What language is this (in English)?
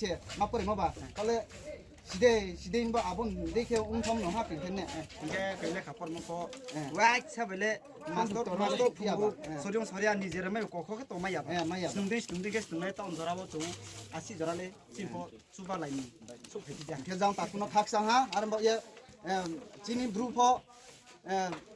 Riang (India)